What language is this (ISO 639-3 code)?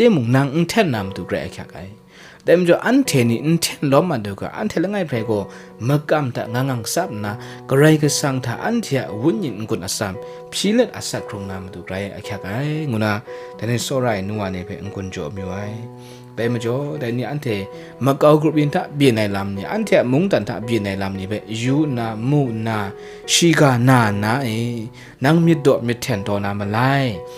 kac